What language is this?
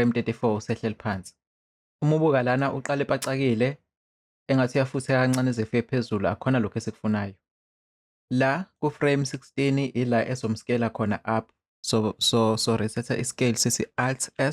Zulu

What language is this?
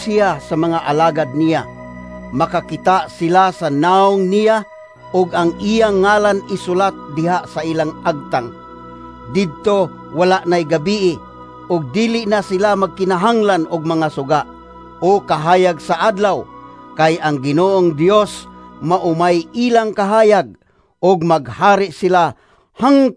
Cebuano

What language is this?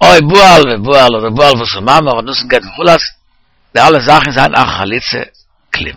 Yiddish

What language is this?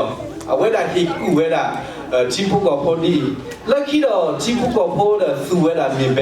S'gaw Karen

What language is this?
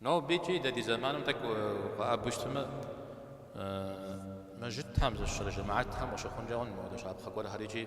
Kabardian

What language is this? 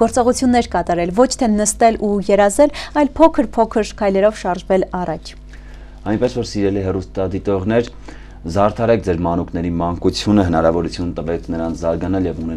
Armenian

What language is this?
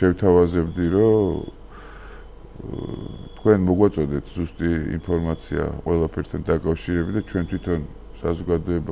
Georgian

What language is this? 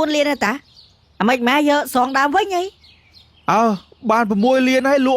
Khmer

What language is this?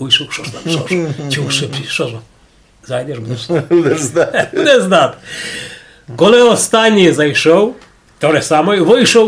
Rusyn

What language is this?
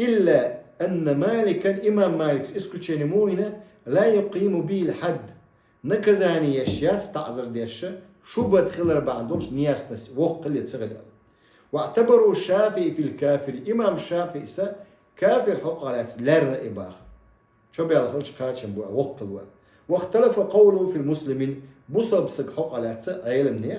Chechen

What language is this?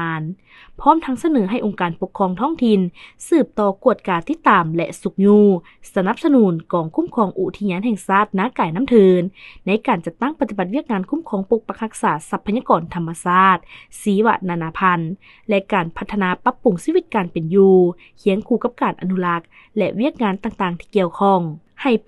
Lao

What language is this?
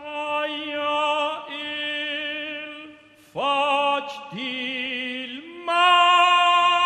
Romansh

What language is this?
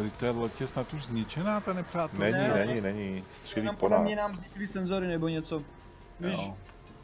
Czech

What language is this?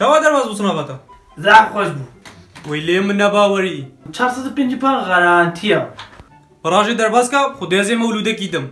Kurdish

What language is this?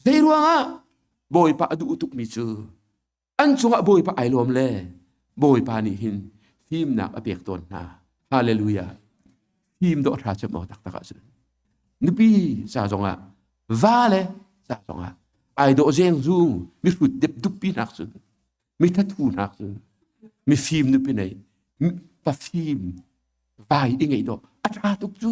Hakha Chin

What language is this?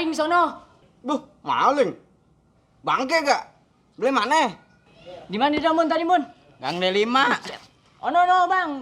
Betawi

